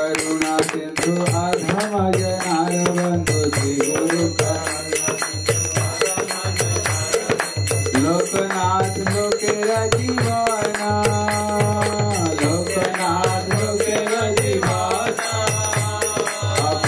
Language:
Hindi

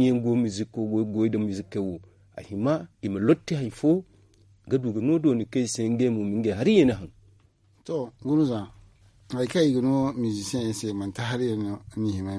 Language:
Zarma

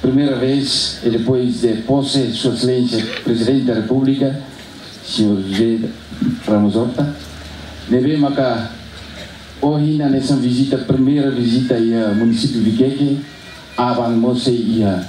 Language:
Tetum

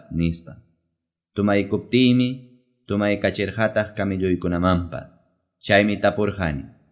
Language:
Ayacucho Quechua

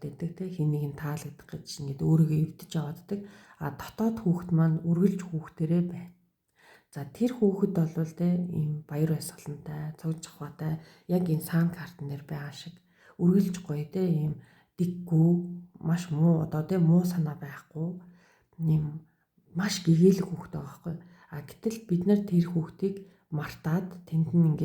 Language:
Mongolian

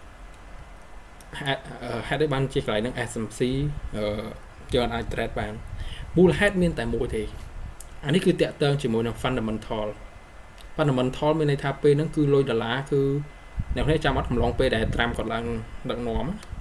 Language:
Khmer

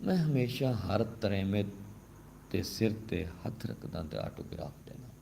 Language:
Saraiki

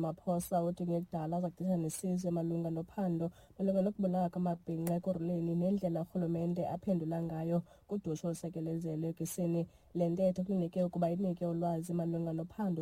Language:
Xhosa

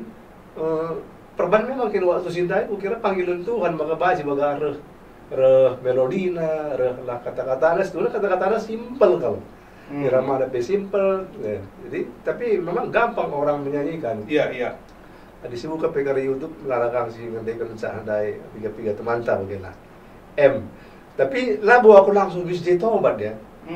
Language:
Batak Karo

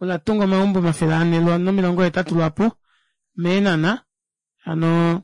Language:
Kuanyama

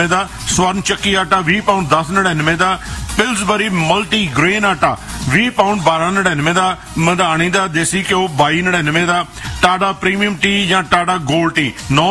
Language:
Punjabi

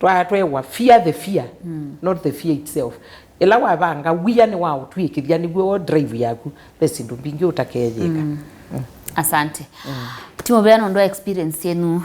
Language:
Kamba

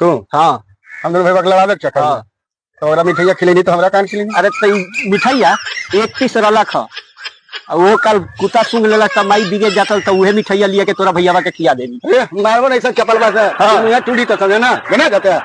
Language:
Magahi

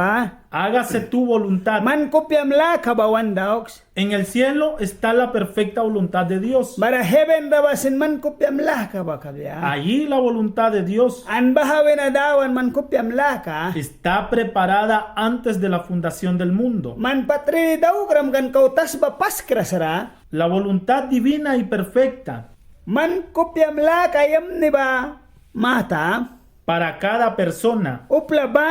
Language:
Mískito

